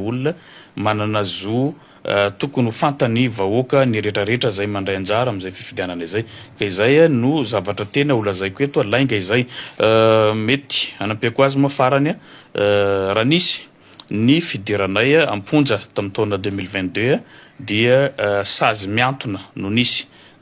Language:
Malagasy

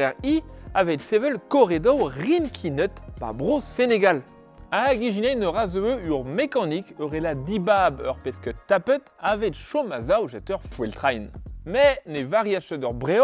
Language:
Breton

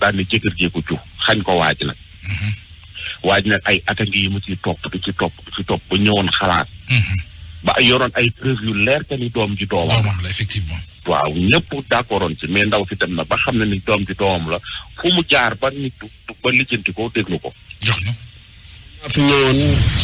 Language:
Wolof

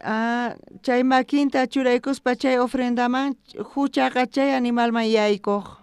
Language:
South Bolivian Quechua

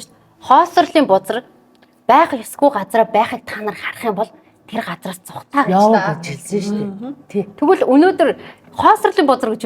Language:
Mongolian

